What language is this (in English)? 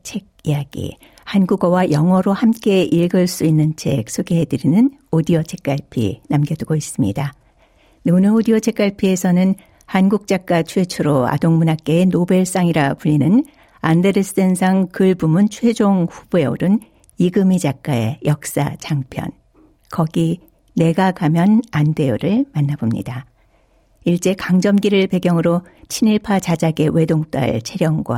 Korean